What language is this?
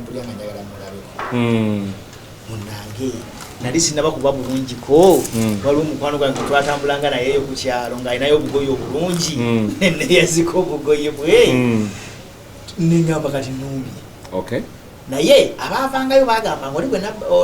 Ganda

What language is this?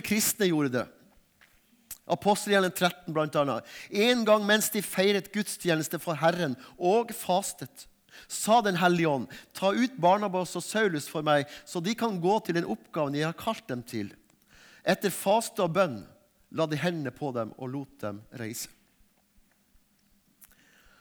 Norwegian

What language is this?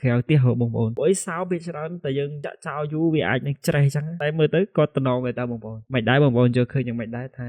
Khmer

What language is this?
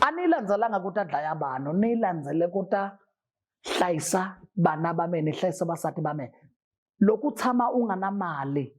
Zulu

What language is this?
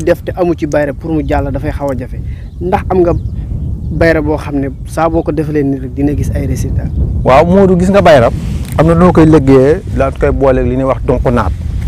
Wolof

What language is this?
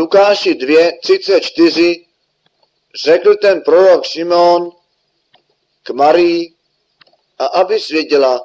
Czech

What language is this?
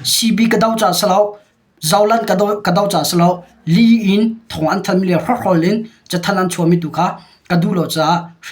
Hakha Chin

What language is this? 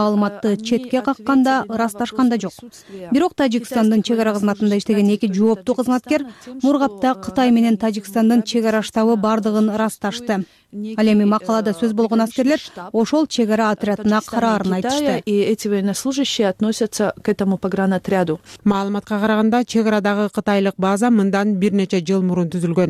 Kyrgyz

